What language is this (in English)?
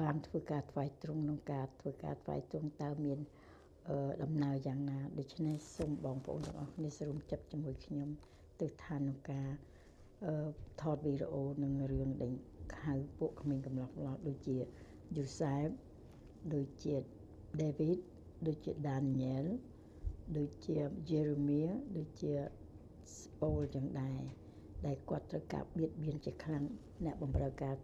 Khmer